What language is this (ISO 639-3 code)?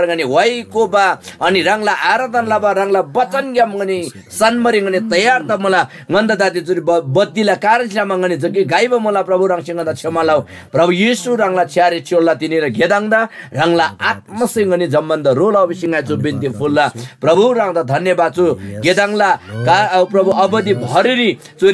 taj